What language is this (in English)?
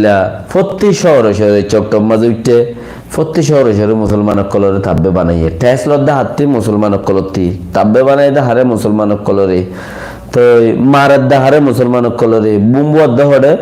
Rohingya